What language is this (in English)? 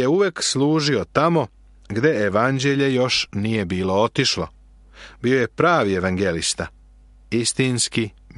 Serbian